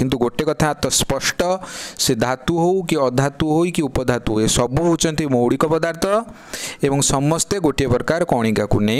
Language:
Odia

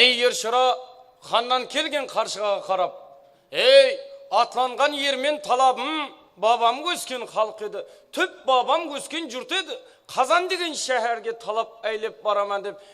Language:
Kara-Kalpak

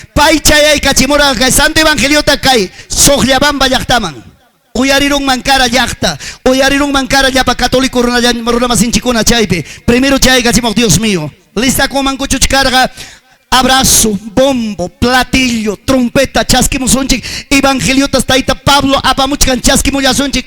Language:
Ayacucho Quechua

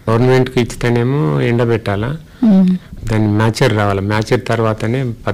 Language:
Telugu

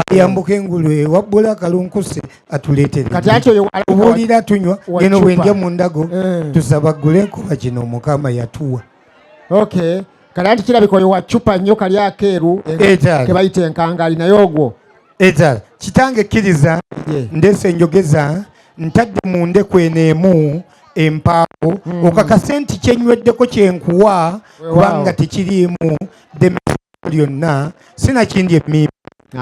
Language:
Ganda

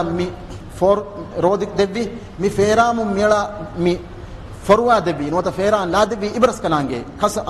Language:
Divehi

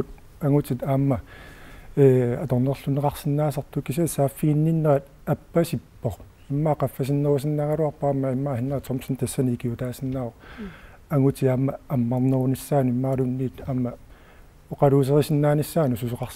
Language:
Kalaallisut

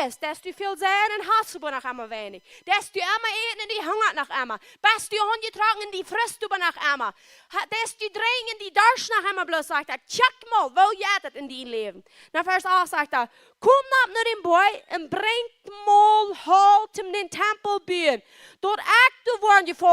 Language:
Plautdietsch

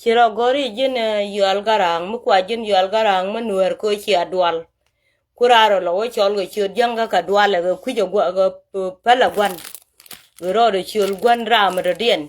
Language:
Nuer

